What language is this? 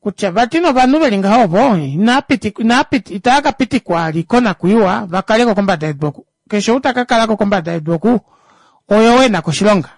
Kuanyama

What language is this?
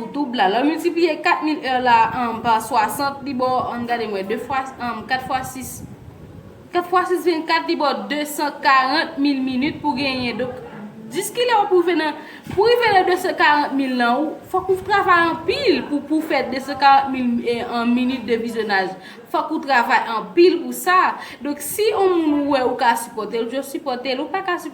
Haitian Creole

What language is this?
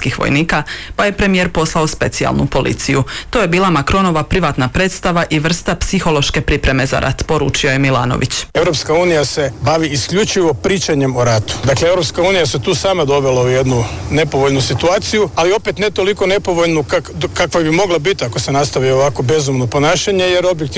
Croatian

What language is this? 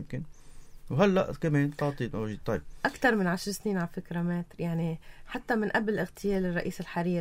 North Levantine Arabic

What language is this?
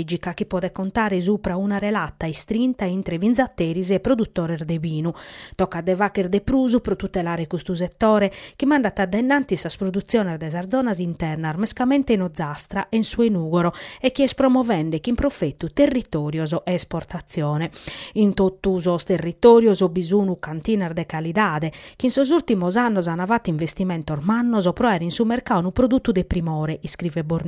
Sardinian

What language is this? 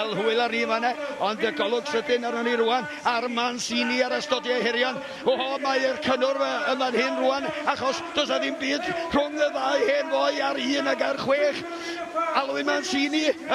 Welsh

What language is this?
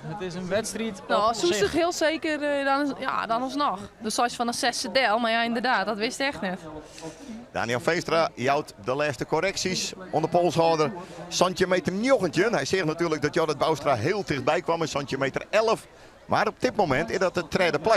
Western Frisian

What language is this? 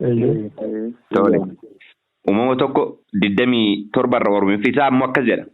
Oromo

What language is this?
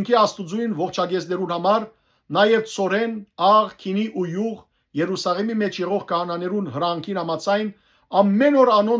Western Armenian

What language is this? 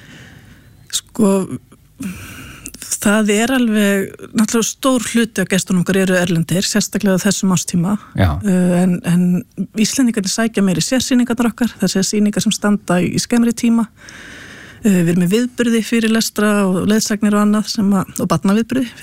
Icelandic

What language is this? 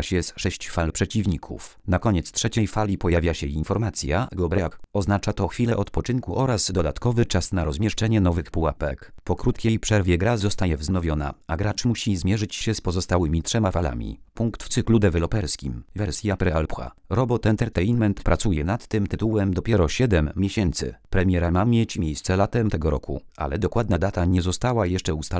Polish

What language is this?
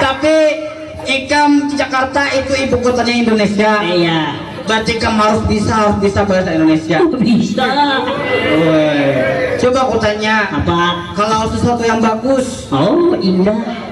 Banjar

